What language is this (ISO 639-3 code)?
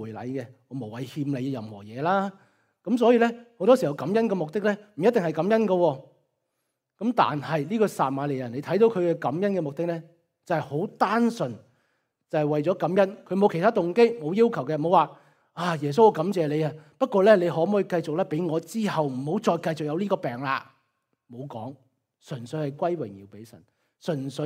yue